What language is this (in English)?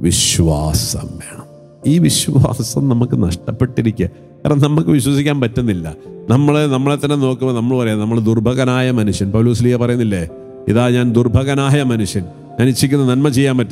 Malayalam